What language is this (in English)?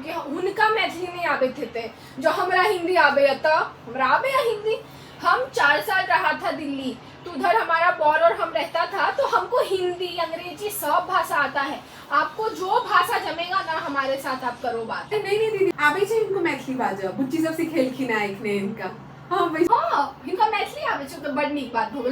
Maithili